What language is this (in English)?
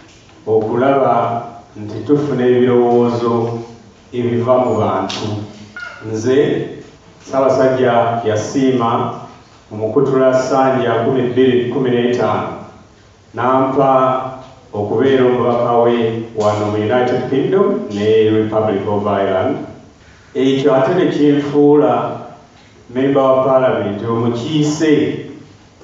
Ganda